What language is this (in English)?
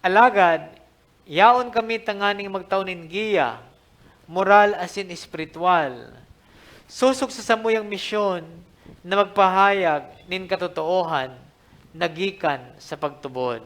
Bikol